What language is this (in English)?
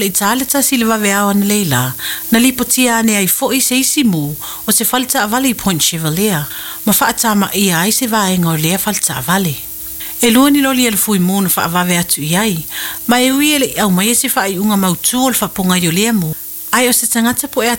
Samoan